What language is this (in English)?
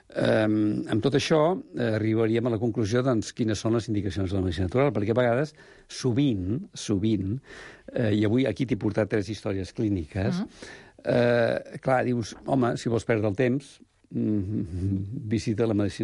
Catalan